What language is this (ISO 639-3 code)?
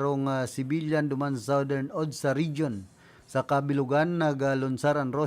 bik